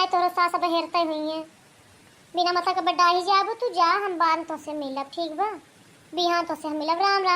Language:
Bhojpuri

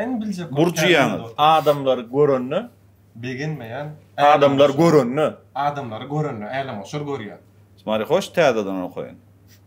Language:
Turkmen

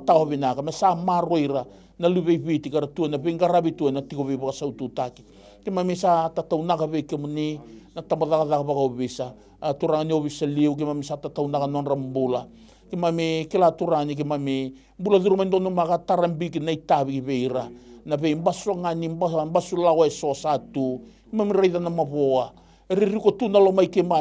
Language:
Fijian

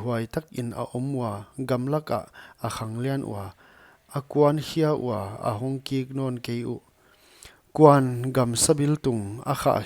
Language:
Paite Chin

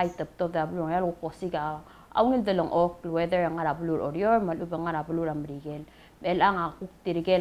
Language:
Palauan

